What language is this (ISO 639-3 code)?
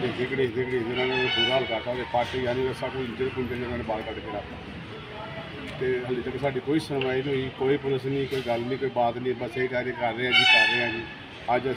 pan